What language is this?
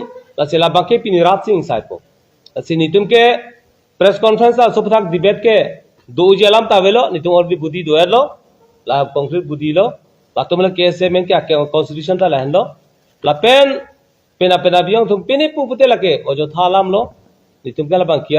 Karbi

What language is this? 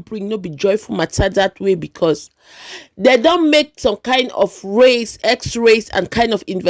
Nigerian Pidgin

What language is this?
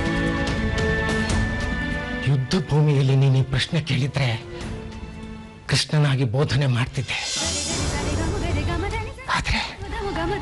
Kannada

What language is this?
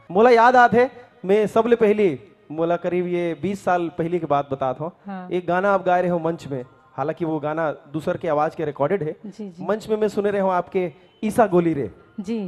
Chhattisgarhi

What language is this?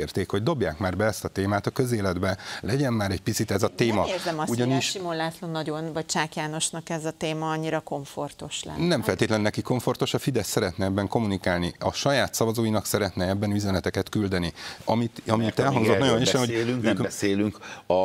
Hungarian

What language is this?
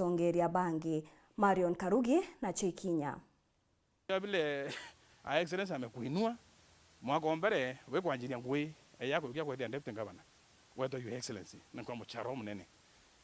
Meru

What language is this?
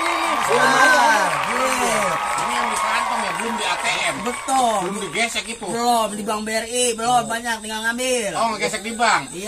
Betawi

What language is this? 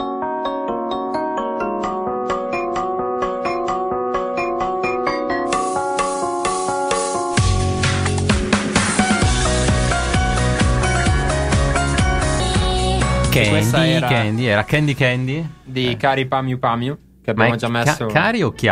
Italian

